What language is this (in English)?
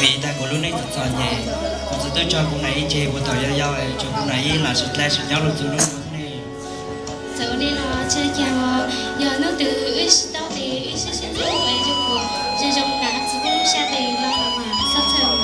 Hmong